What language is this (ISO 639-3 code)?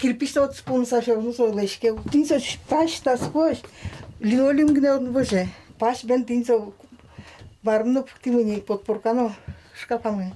udm